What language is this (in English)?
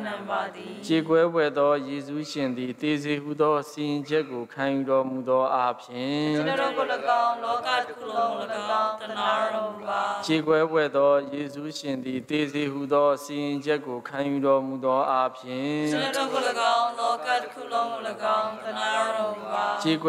Burmese